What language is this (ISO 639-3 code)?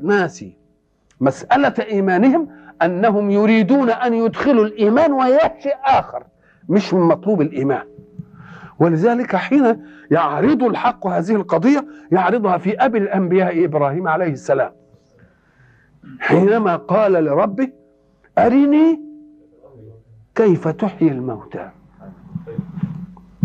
arz